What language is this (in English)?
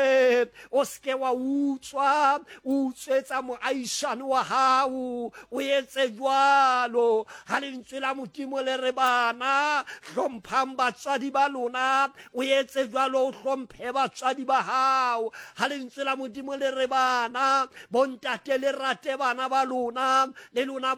Southern Sotho